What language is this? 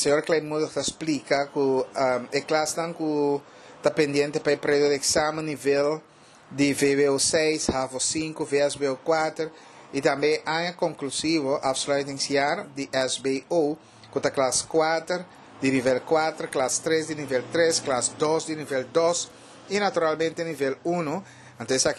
Papiamento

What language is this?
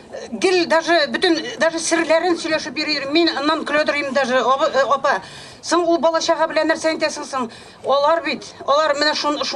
Tatar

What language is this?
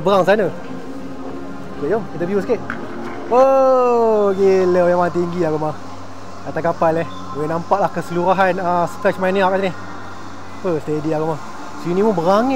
Malay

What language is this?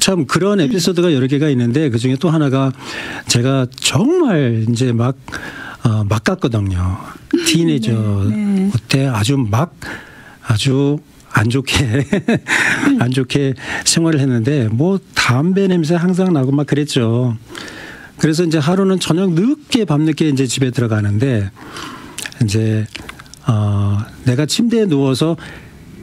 Korean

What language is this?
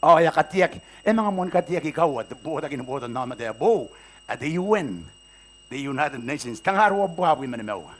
Gilbertese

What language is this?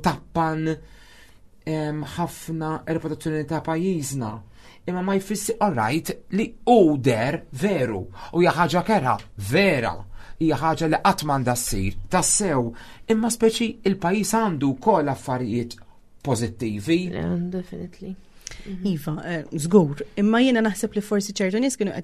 Maltese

